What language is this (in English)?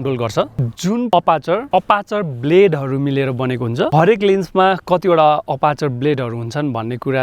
Nepali